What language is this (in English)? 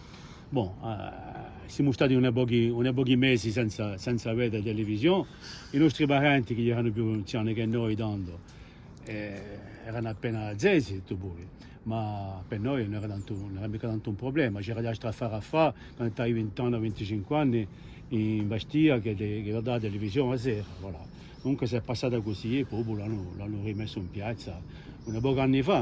Corsican